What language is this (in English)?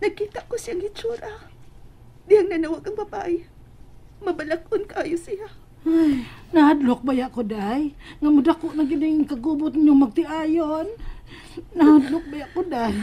Cebuano